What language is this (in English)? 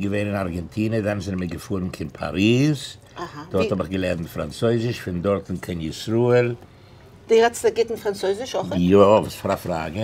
Yiddish